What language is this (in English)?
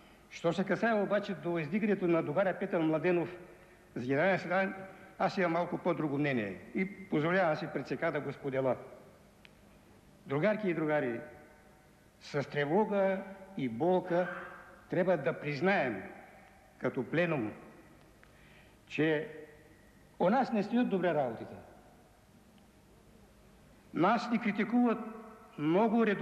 Bulgarian